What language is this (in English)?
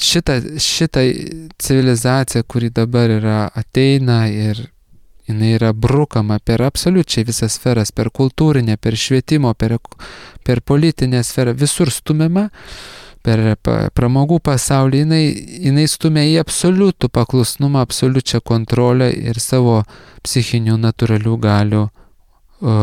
Lithuanian